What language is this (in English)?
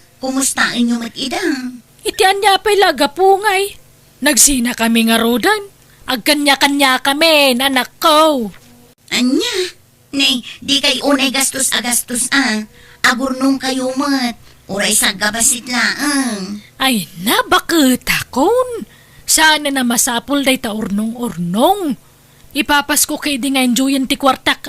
Iloko